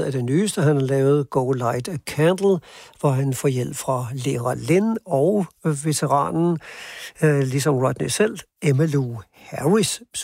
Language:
Danish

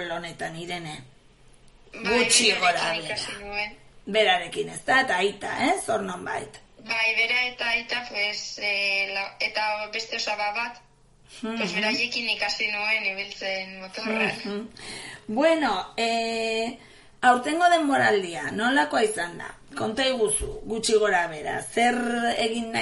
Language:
Basque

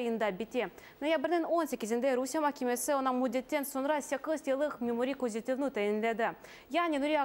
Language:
Crimean Tatar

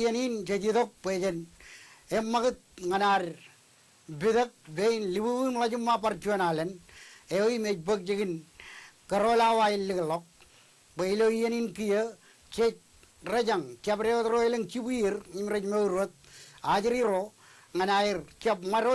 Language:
Marshallese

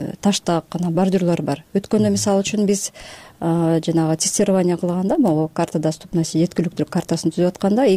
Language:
Kyrgyz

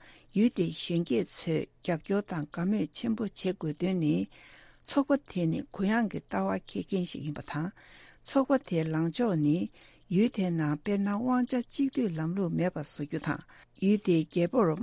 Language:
Tibetan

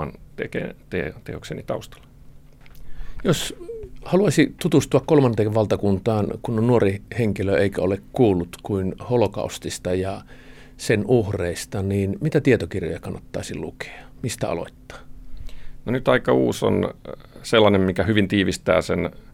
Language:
Finnish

